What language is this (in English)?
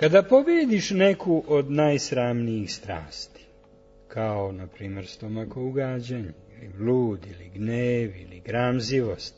Serbian